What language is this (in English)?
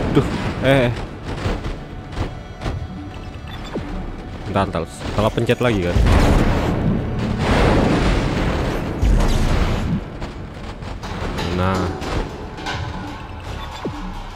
Indonesian